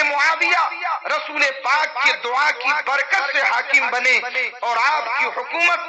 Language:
Urdu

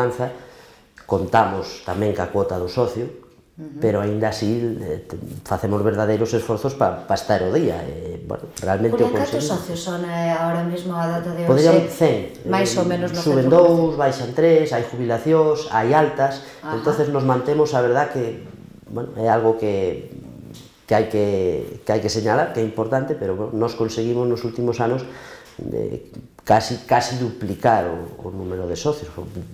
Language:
Galician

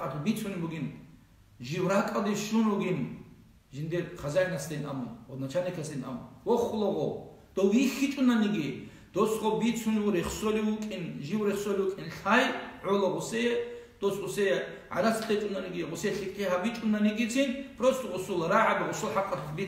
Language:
Avaric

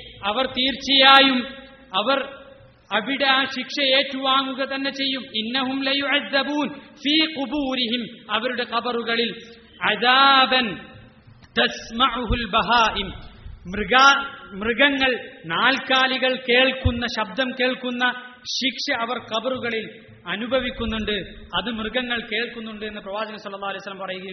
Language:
Malayalam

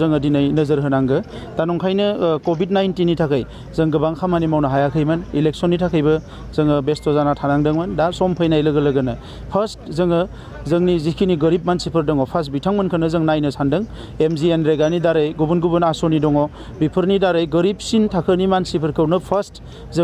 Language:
Bodo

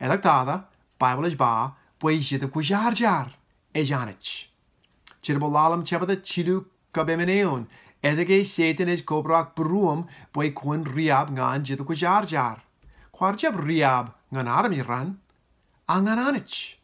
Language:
Marshallese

